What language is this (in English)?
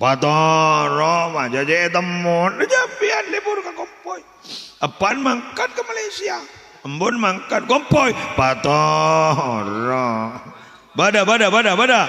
Madurese